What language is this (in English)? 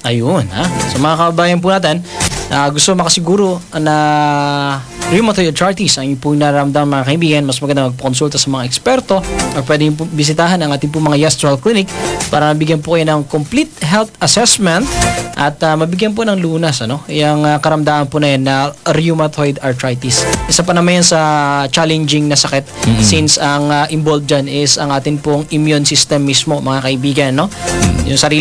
Filipino